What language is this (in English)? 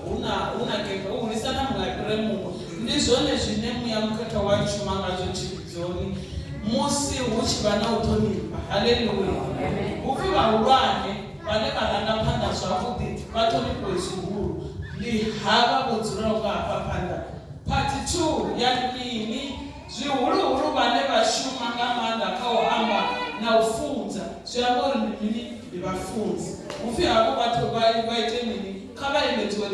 Venda